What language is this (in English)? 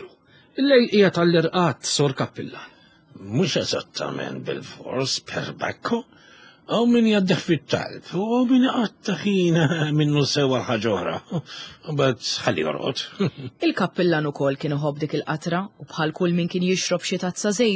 Maltese